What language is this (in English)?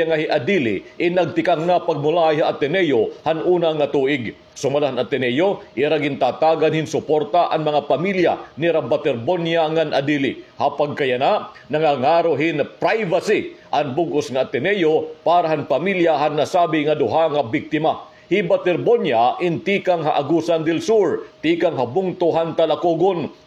Waray